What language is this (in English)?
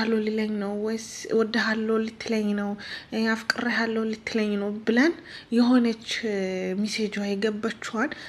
Amharic